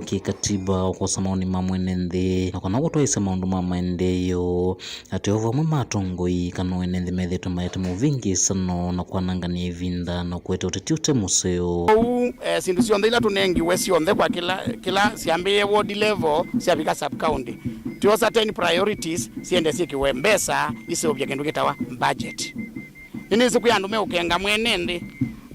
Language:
Kamba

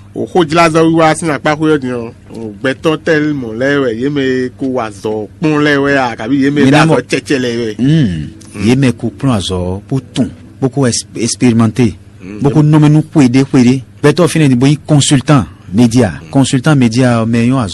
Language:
Fon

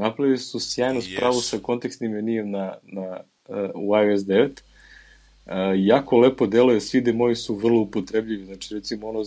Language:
Serbian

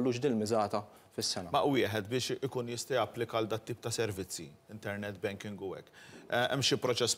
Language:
Maltese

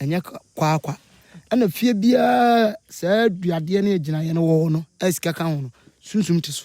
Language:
Akan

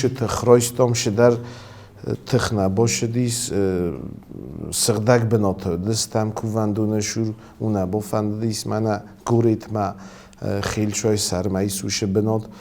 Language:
Ossetic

